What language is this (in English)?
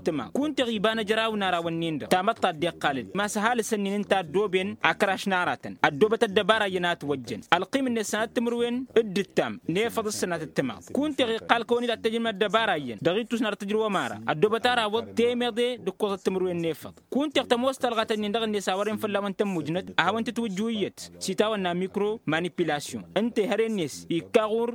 Tamasheq